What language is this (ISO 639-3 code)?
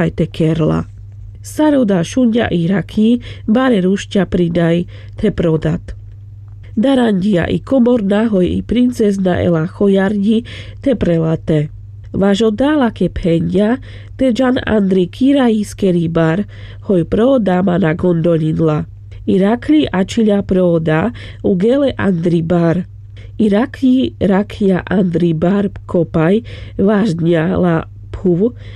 rmc